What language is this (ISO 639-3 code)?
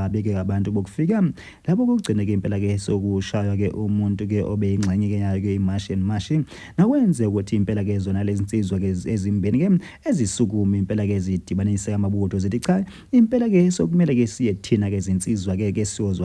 zul